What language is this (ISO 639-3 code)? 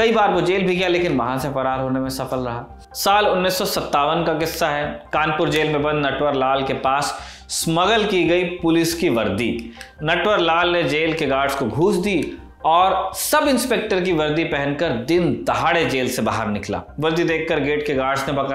hin